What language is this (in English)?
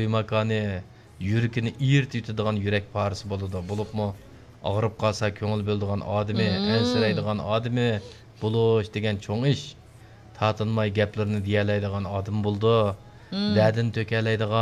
Uyghur